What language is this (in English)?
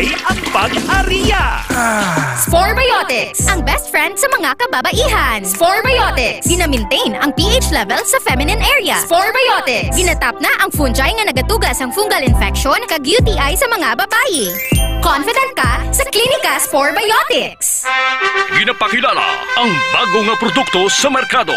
Hiligaynon